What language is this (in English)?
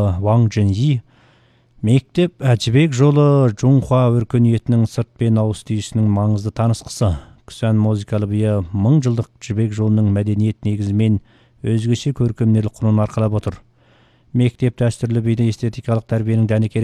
Kazakh